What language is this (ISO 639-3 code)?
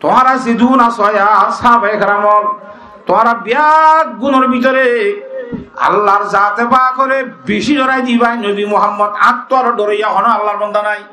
rhg